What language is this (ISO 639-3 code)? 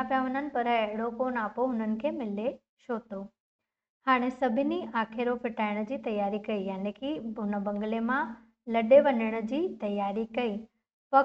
snd